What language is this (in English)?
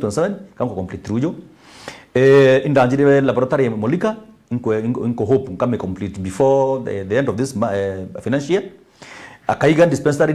Meru